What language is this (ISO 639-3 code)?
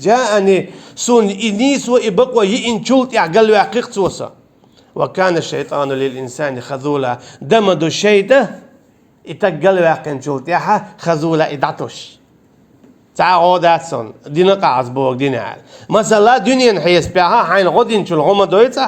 che